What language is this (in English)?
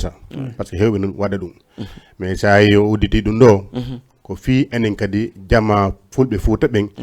Fula